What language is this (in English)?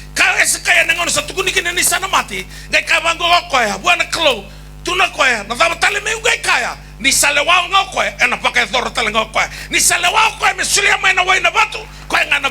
Fijian